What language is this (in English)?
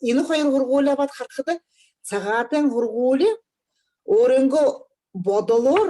Buriat